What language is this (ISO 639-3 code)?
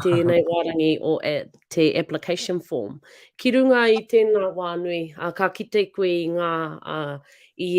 mri